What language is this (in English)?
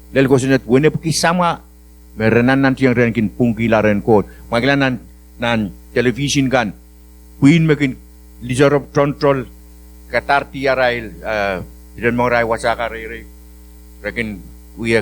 Pohnpeian